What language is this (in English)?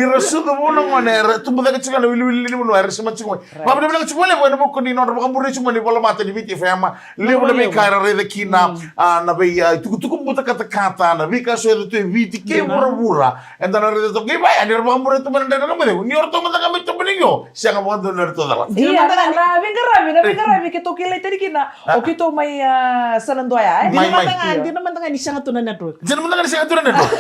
Fijian